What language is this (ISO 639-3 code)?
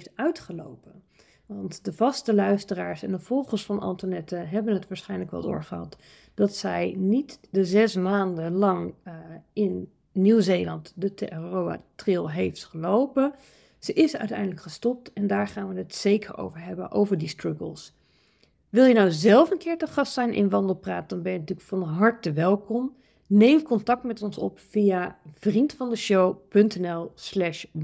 nld